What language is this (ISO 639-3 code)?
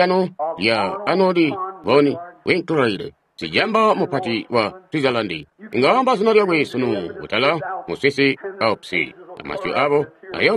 toi